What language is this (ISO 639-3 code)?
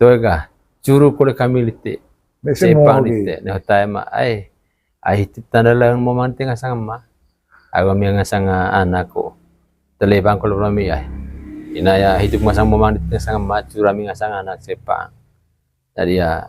mqy